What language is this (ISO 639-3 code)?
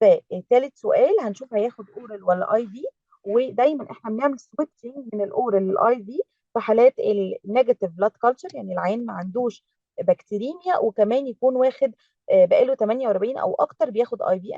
arz